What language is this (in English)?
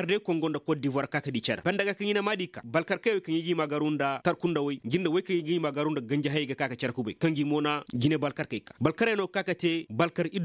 Koyraboro Senni